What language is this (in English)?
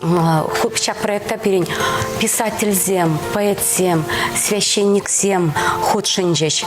Chuvash